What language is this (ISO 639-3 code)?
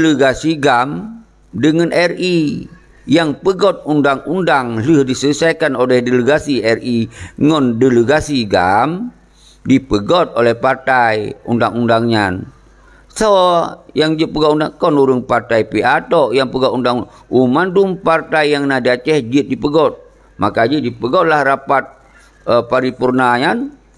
ace